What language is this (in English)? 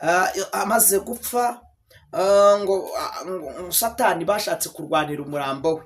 Kinyarwanda